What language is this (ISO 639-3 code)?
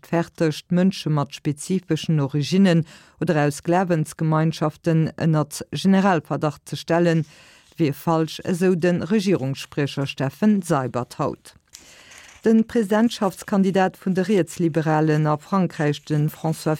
ltz